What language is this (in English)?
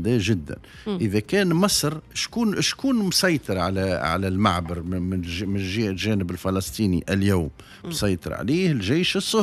Tunisian Arabic